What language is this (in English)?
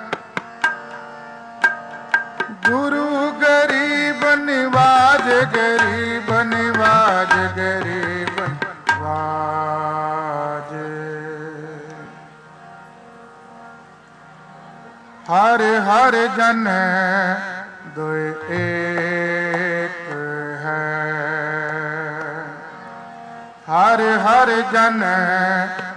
Punjabi